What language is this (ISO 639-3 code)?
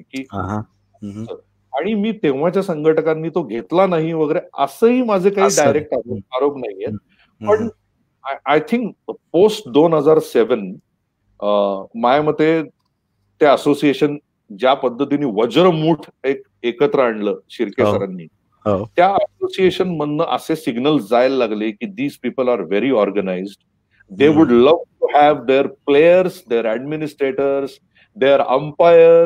mar